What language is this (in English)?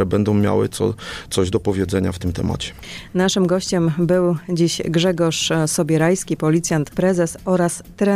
Polish